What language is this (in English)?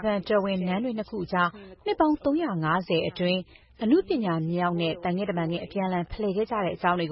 Burmese